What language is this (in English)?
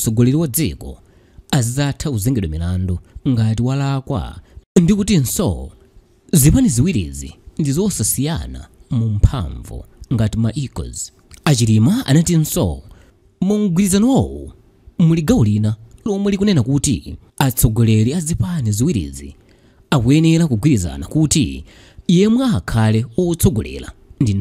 Nyanja